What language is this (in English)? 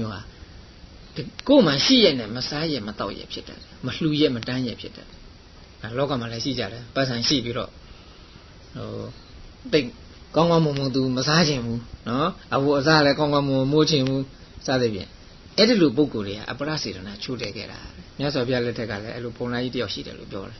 Burmese